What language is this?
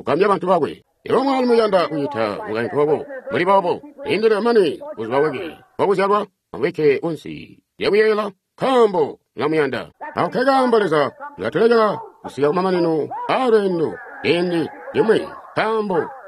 Tonga (Zambia)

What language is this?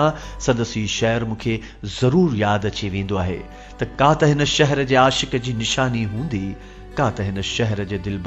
Sindhi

